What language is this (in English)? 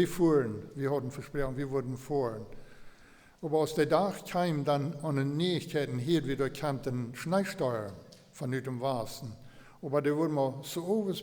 Plautdietsch